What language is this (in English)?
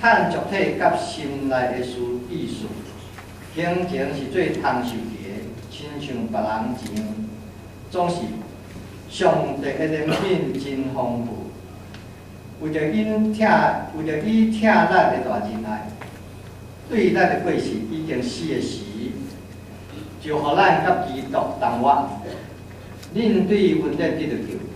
Min Nan Chinese